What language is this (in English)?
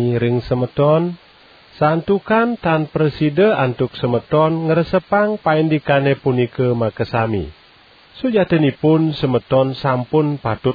Balinese